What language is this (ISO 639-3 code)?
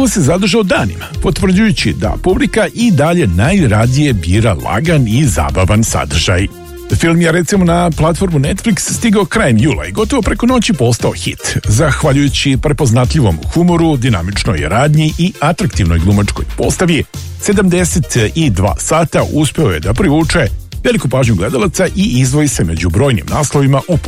srp